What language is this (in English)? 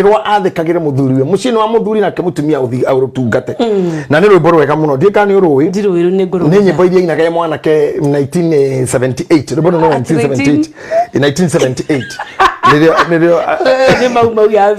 Kikuyu